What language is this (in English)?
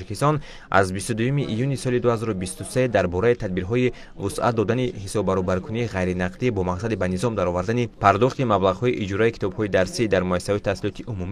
Tajik